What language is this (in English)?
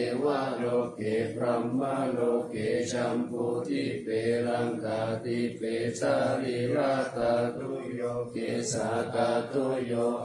Pali